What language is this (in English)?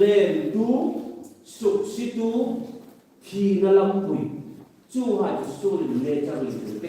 Hmar